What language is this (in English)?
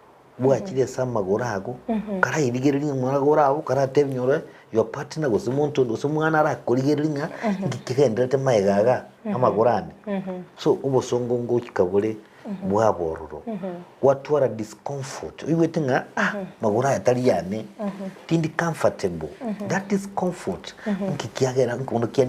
Gusii